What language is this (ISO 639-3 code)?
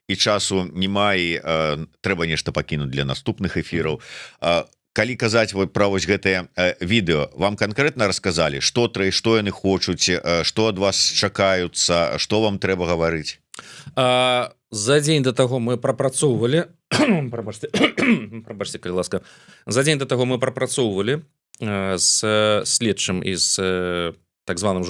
bel